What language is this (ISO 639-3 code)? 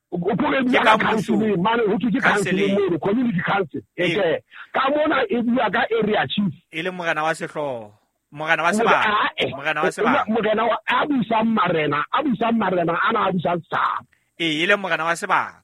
sot